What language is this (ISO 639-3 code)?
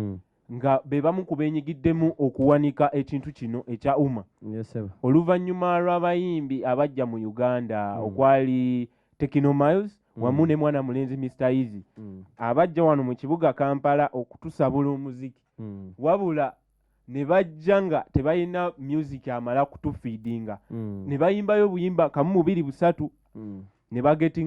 lug